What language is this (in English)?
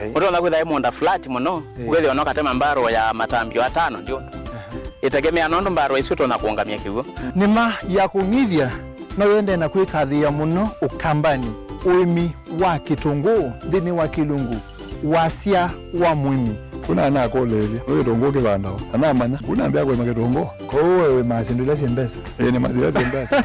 Kamba